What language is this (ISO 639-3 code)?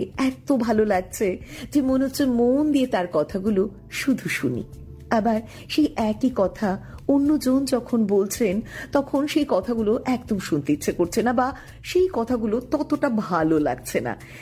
ben